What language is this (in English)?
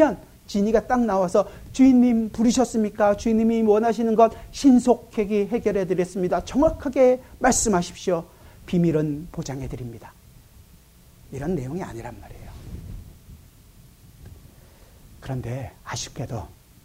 Korean